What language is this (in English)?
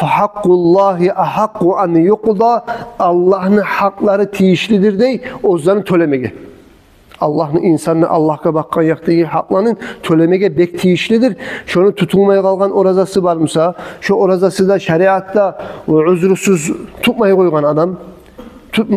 Kumyk